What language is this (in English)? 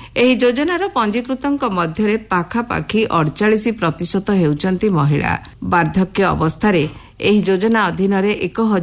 Odia